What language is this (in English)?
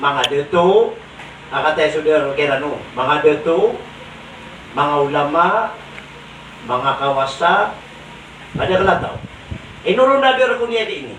Maranao